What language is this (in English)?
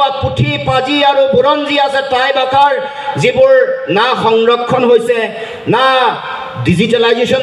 Assamese